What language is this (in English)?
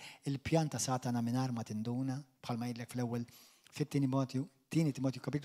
Maltese